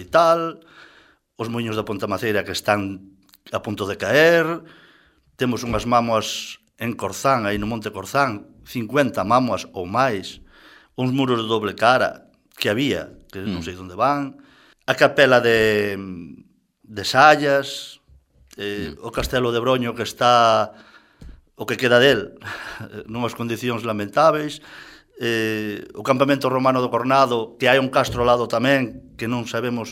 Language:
Galician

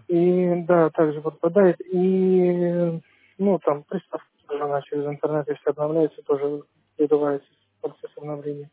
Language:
Russian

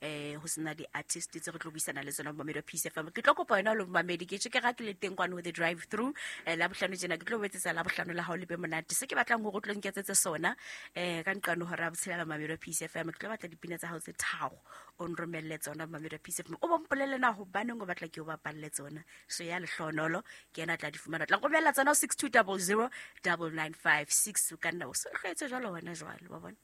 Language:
Southern Sotho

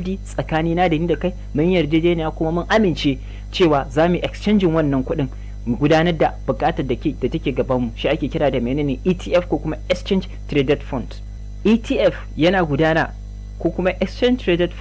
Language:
Hausa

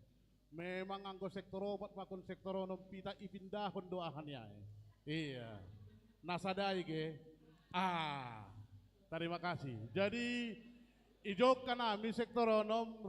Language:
Batak Simalungun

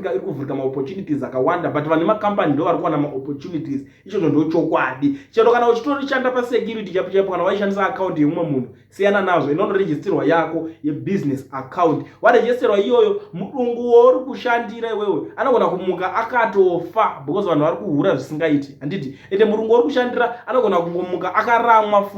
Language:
Shona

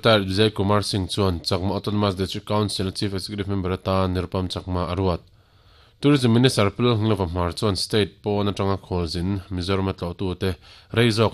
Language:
Mizo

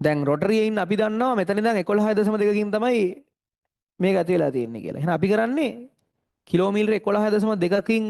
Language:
Sinhala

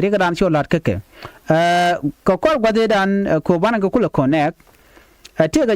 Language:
Nuer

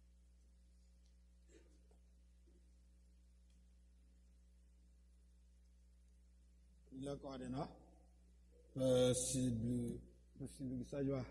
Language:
S'gaw Karen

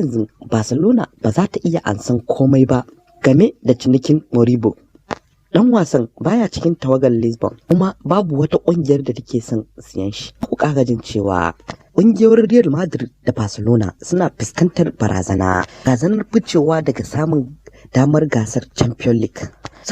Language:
Hausa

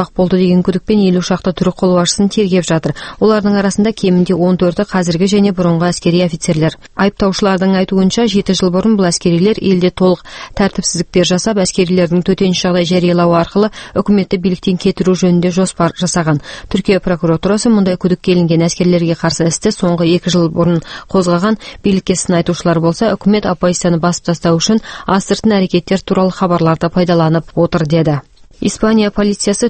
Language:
Kazakh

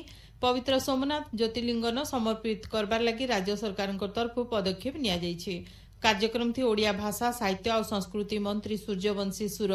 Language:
Odia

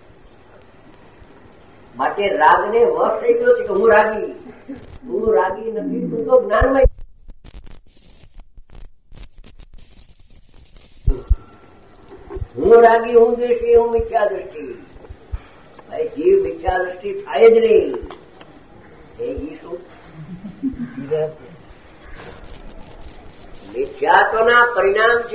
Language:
Gujarati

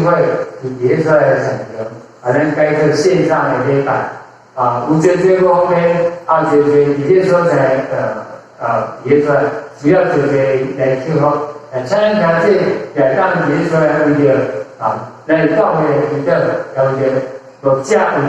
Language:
Min Nan Chinese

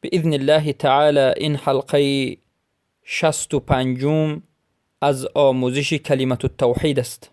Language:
Persian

